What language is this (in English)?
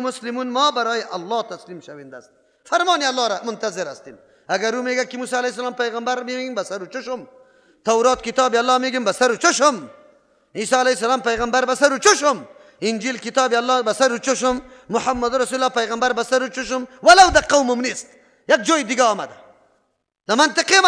Persian